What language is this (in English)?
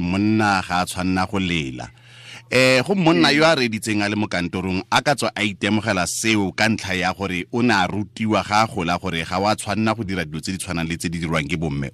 Tswana